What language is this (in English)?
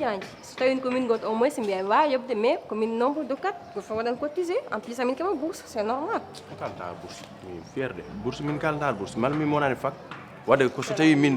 Fula